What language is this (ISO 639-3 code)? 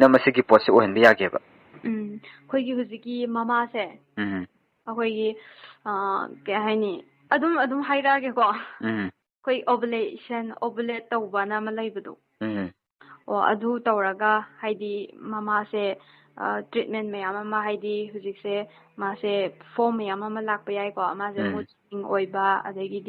mni